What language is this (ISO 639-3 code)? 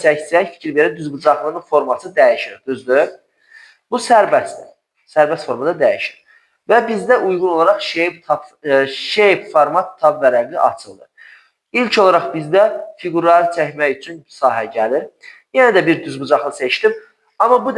aze